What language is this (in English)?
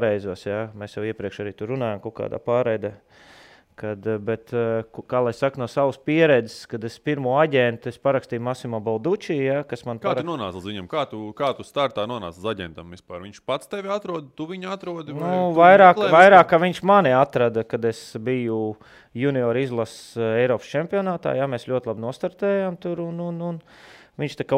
Latvian